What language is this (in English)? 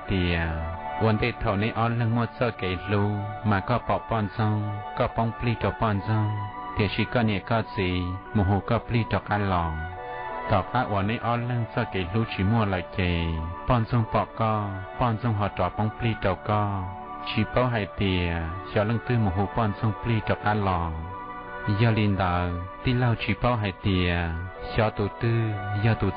Hmong